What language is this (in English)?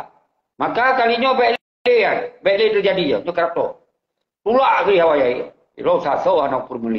Achinese